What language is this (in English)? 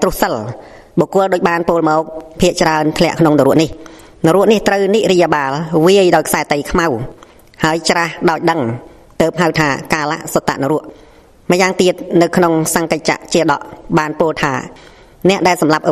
Khmer